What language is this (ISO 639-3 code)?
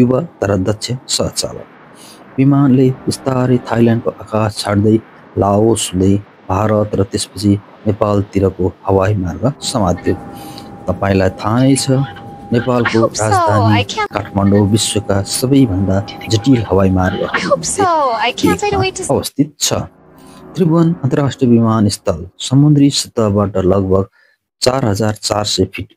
nep